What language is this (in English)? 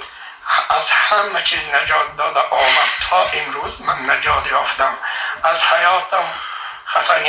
Tajik